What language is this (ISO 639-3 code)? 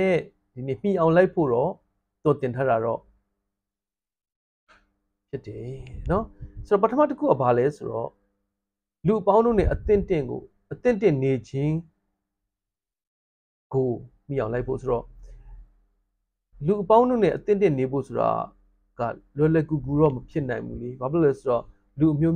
mya